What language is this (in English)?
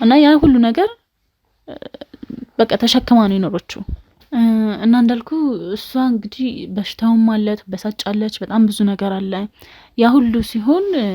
Amharic